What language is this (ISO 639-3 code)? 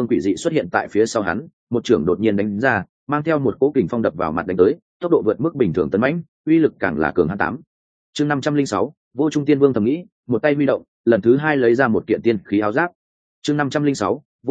vie